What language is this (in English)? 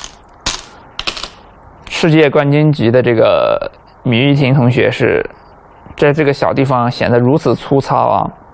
Chinese